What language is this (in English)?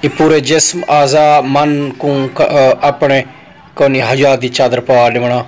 Saraiki